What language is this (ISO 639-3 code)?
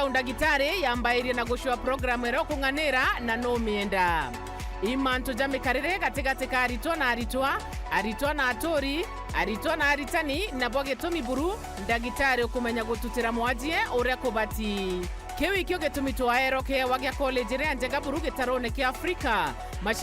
mer